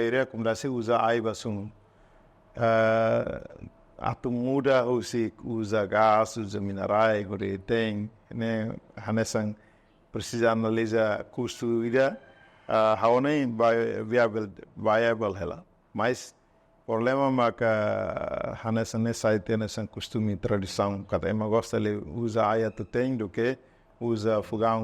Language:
Tetum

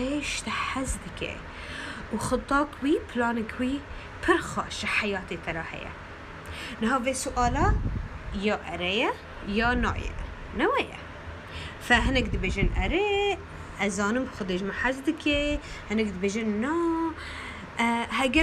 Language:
Kurdish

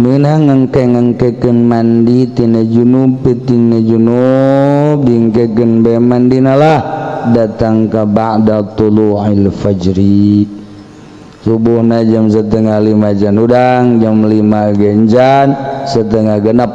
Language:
Sundanese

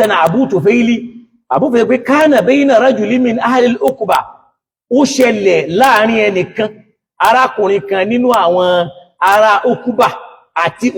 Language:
Yoruba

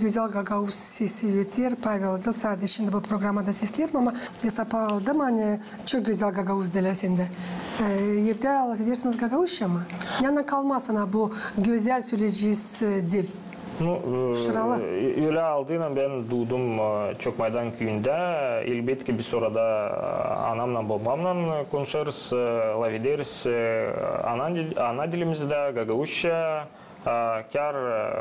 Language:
Gagauz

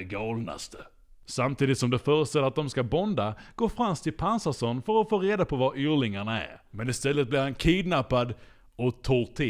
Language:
Swedish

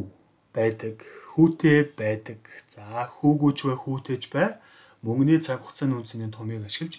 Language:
Mongolian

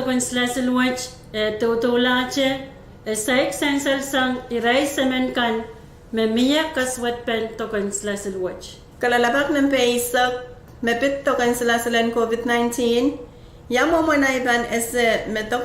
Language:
Pohnpeian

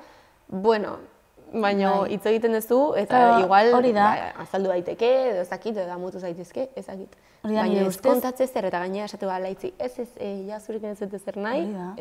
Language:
Basque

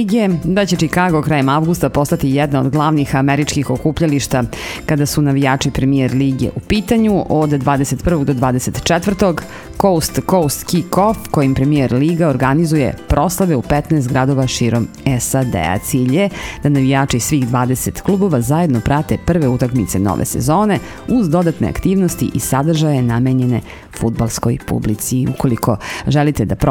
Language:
Serbian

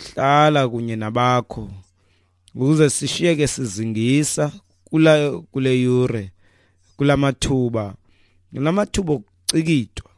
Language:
Xhosa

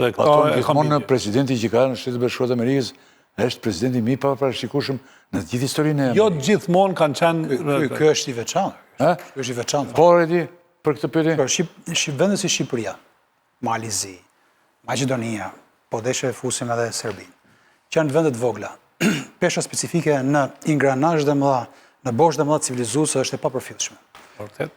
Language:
Albanian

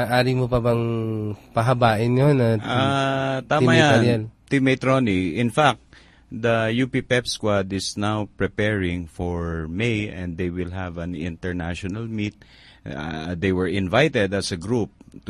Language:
Filipino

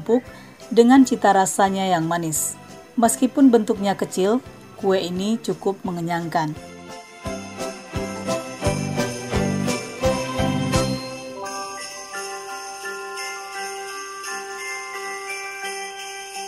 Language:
Indonesian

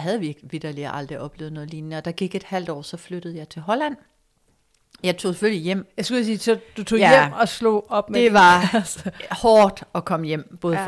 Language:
Danish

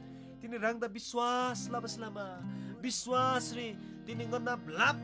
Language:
Eastern Tamang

